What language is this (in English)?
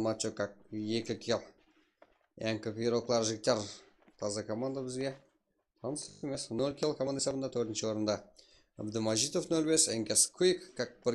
Kara-Kalpak